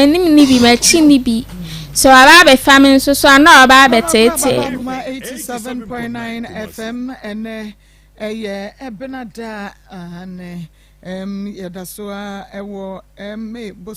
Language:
Akan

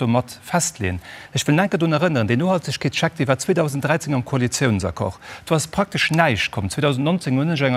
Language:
Luxembourgish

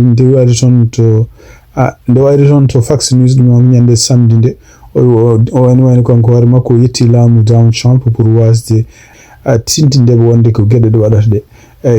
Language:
Fula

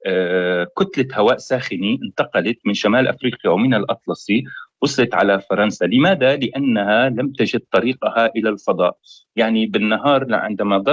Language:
North Levantine Arabic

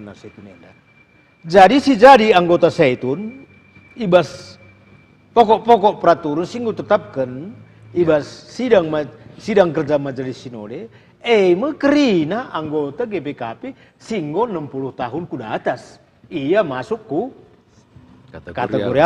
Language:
Batak Karo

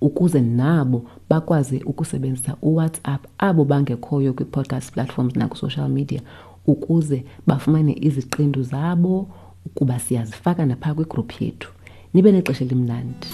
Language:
Xhosa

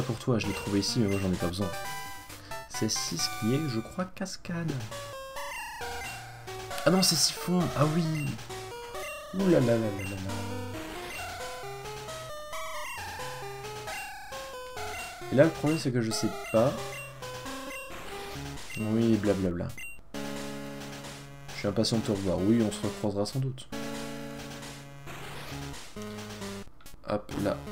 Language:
French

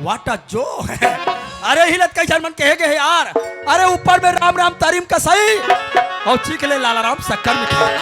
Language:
Chhattisgarhi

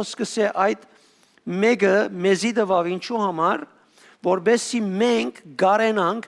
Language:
Western Armenian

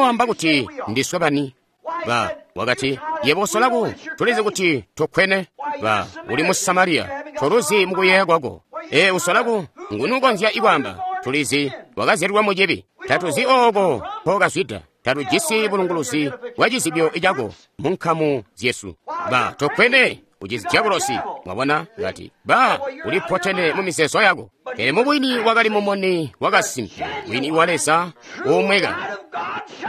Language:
Tonga (Zambia)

